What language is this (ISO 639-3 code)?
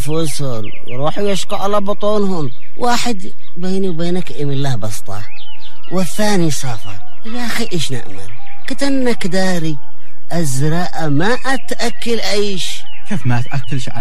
ara